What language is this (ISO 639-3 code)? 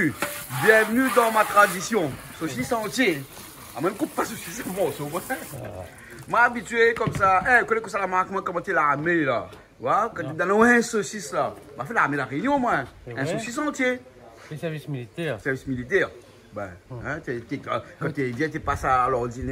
rcf